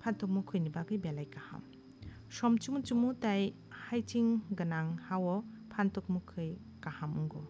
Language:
Kok Borok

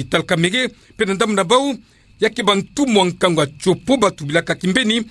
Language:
Kituba (Democratic Republic of Congo)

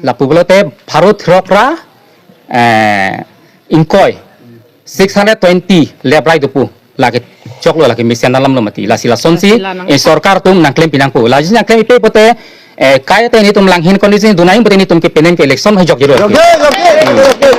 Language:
Karbi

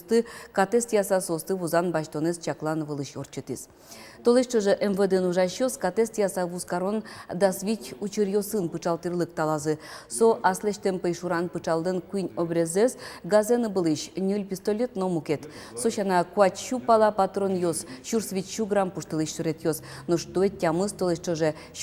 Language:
Udmurt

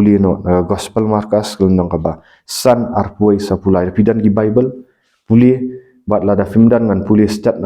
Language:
Khasi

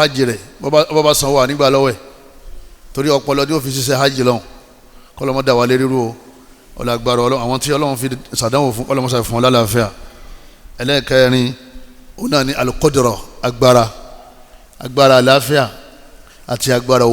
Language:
Yoruba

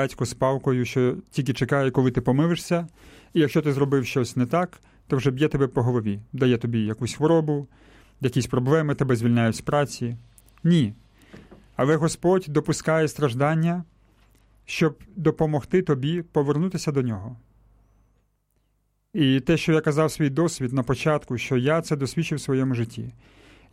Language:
Ukrainian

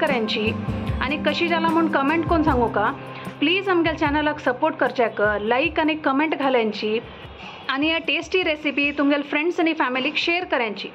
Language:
Konkani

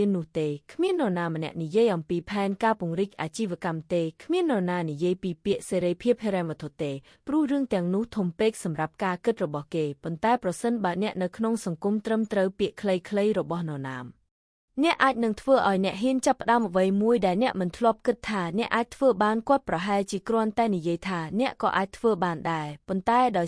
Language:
Khmer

